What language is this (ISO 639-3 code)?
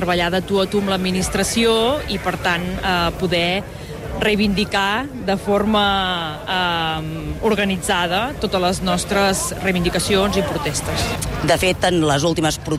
cat